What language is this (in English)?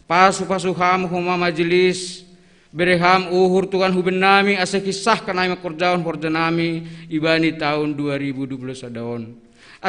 Batak Simalungun